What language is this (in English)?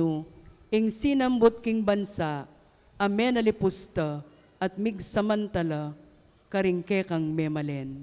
Pampanga